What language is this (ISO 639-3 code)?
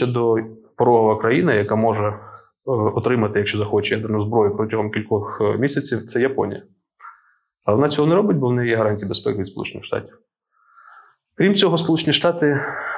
ukr